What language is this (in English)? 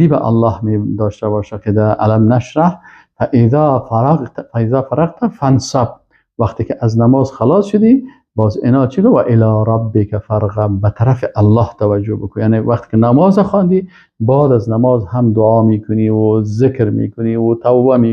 Persian